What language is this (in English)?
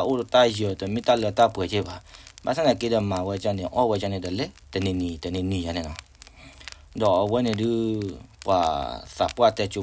S'gaw Karen